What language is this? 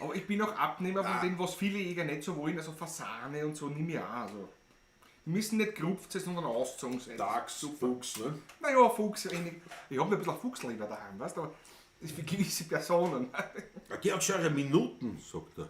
Bavarian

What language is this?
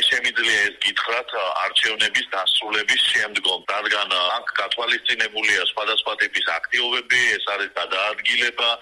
Georgian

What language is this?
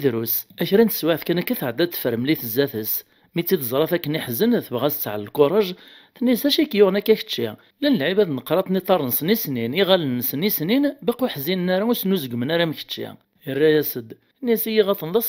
Kabyle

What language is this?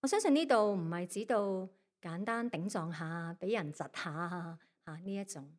Cantonese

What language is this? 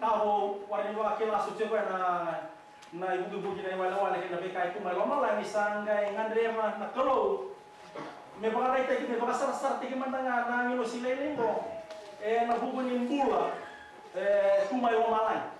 Fijian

